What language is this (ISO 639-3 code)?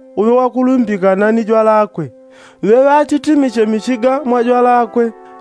yao